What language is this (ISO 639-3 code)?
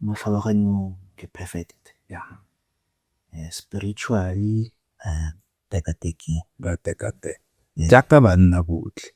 tsn